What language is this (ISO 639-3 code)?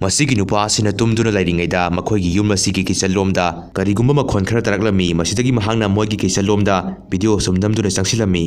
mni